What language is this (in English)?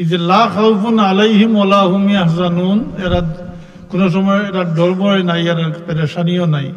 Sylheti